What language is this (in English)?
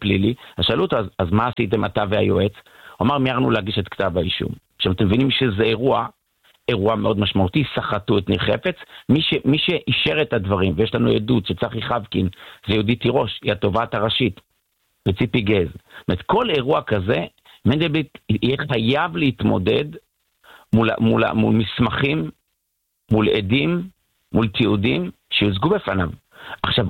Hebrew